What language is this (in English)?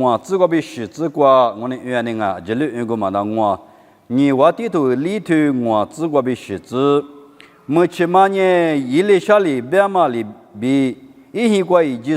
Lisu